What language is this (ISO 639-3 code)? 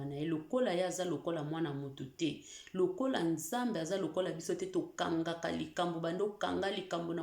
lin